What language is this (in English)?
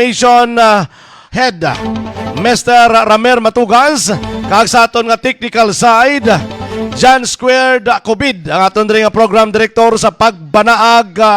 Hiligaynon